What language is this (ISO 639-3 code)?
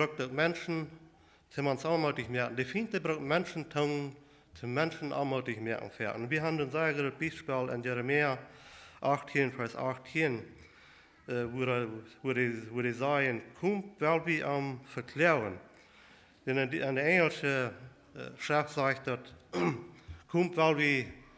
pdt